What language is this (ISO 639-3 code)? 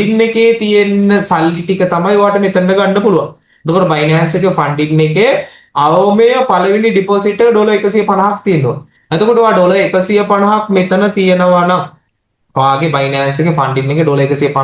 sin